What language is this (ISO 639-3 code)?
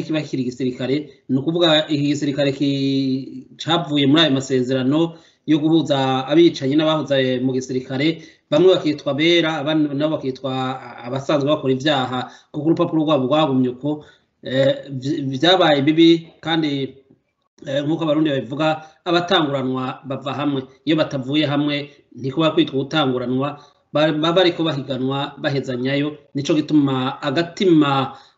run